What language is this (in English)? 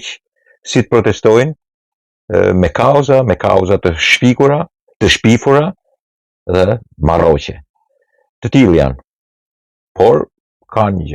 Albanian